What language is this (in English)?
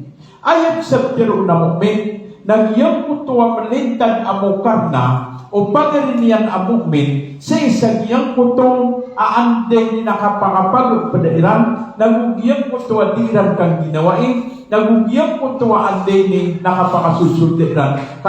Maranao